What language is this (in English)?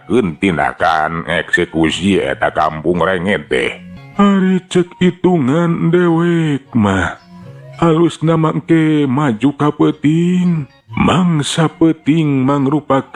Sundanese